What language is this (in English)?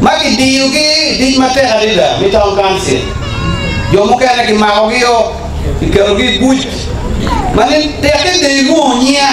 Acoli